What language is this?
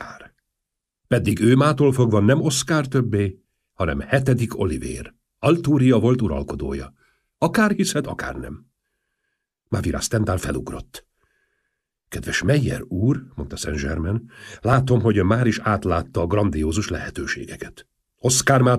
Hungarian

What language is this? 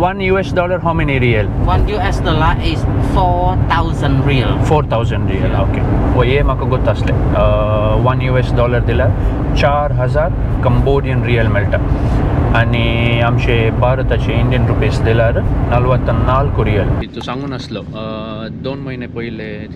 Konkani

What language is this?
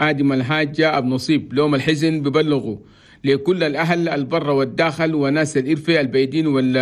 Chadian Arabic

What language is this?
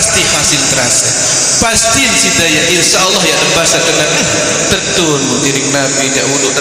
Sasak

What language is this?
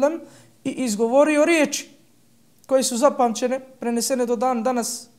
Bosnian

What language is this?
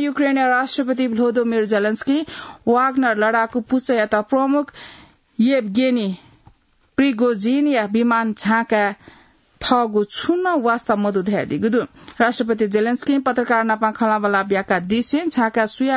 Newari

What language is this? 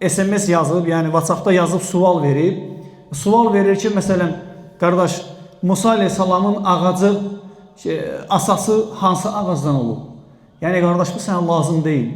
Azerbaijani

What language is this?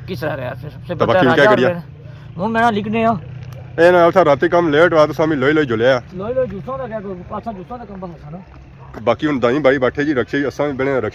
Pahari-Potwari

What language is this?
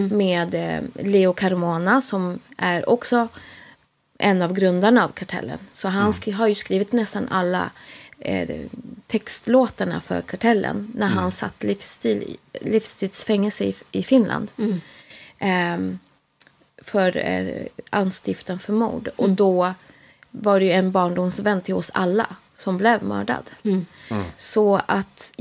Swedish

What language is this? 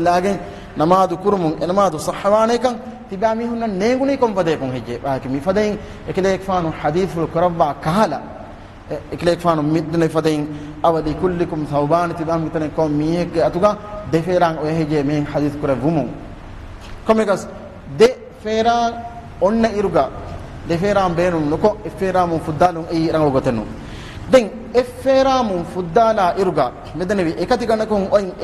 Divehi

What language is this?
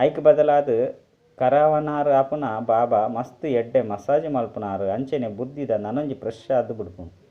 Tulu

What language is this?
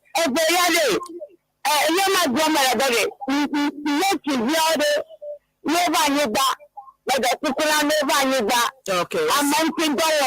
Ewe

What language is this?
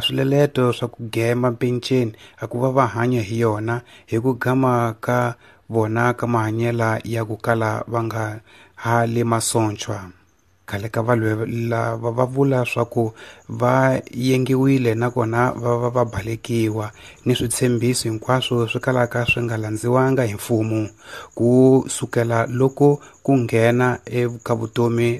Tsonga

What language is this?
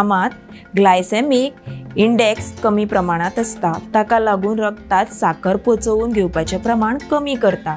Konkani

